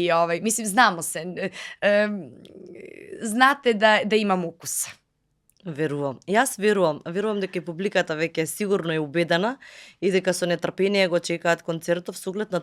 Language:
Macedonian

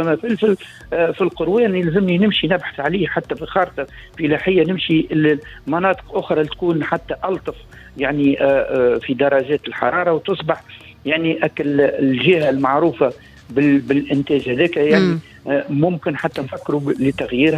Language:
Tunisian Arabic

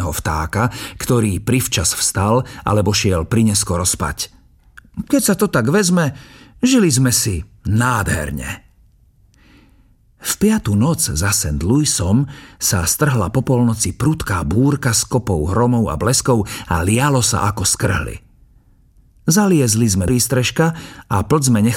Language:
Slovak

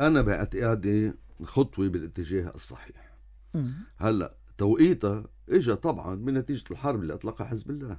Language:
North Levantine Arabic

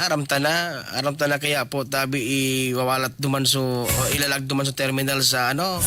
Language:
Bikol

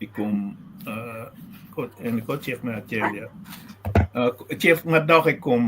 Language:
Acoli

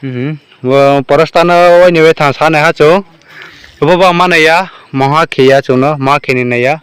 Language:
Riang (India)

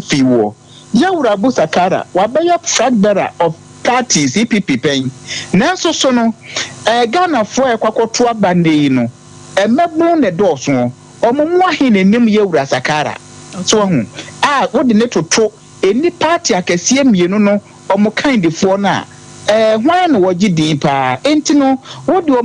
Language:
Akan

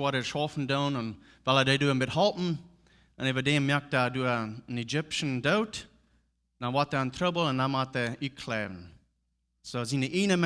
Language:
Plautdietsch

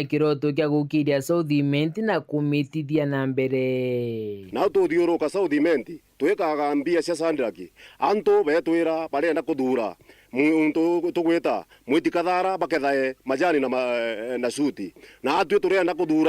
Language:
Meru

